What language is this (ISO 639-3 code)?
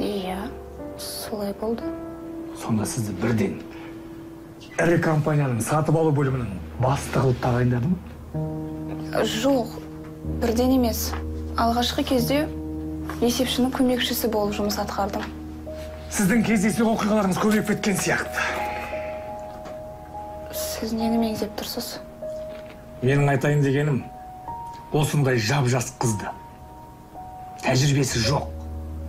kaz